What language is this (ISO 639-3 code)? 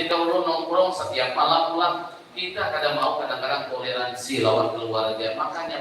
bjn